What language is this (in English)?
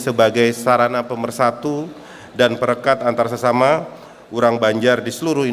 Banjar